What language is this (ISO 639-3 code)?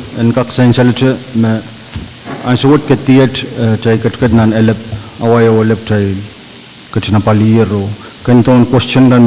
pon